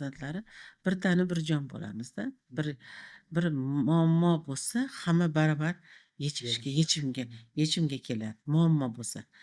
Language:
Uzbek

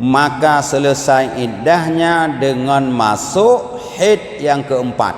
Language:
Achinese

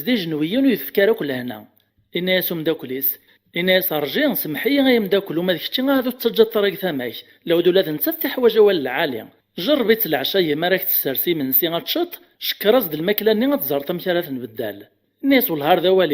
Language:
Kabyle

